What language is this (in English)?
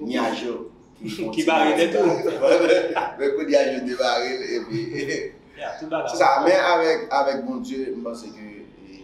Haitian Creole